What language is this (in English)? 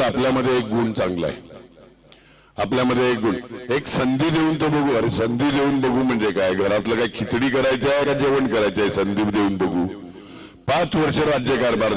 Marathi